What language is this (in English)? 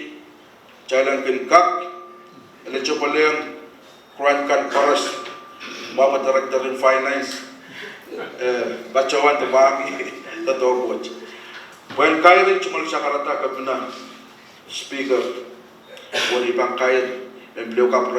Pohnpeian